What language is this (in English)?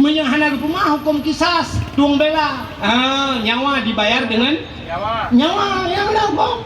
Achinese